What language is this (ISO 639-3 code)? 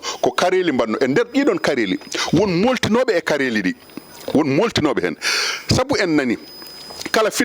ful